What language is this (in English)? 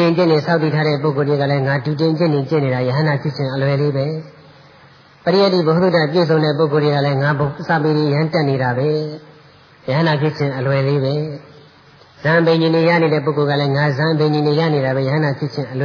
Burmese